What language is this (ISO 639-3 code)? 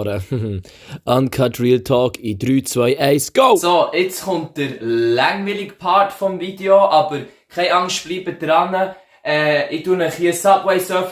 gsw